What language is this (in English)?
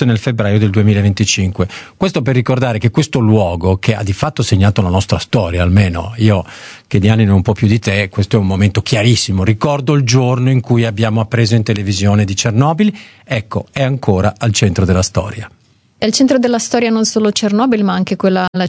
Italian